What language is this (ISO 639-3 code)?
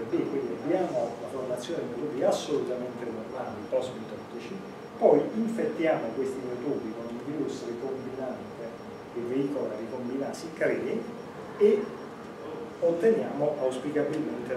ita